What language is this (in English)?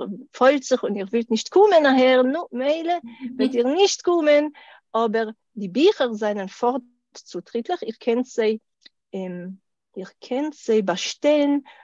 Yiddish